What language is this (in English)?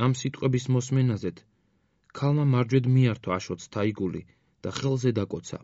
Georgian